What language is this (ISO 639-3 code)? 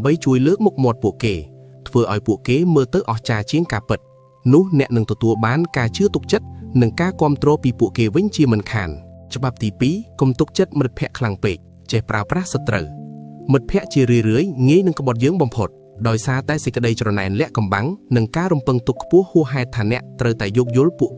khm